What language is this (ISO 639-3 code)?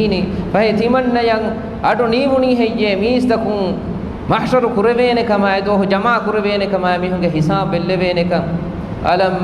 div